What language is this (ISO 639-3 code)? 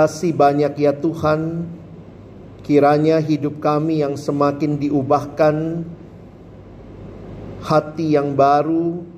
ind